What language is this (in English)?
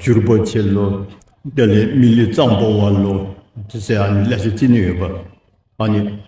Dzongkha